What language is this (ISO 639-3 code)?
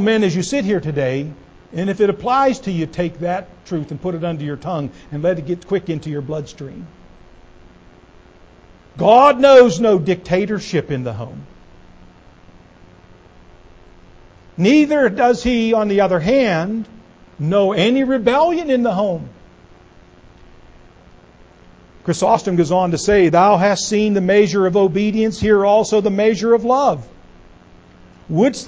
eng